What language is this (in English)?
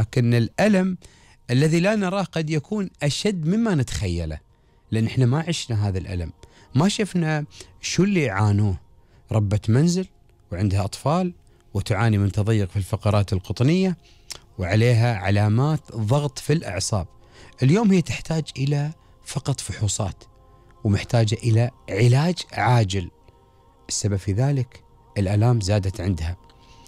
Gulf Arabic